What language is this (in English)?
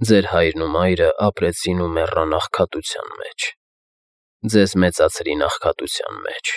Armenian